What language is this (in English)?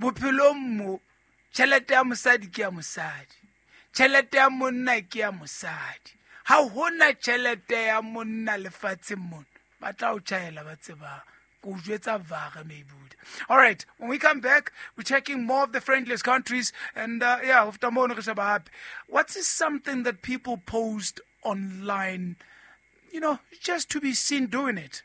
Southern Sotho